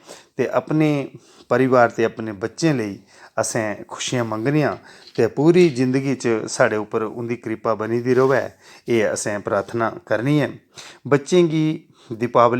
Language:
Dogri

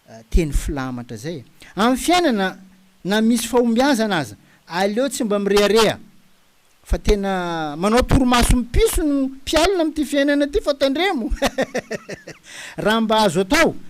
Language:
Malagasy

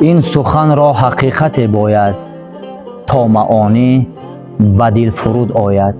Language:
Tajik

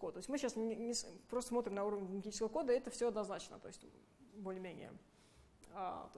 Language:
Russian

